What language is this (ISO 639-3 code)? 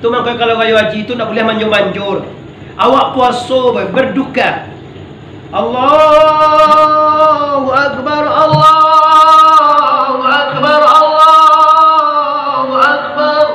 min